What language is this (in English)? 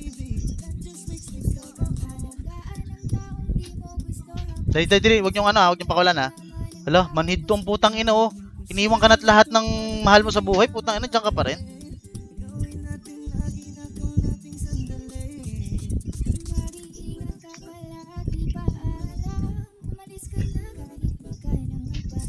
Filipino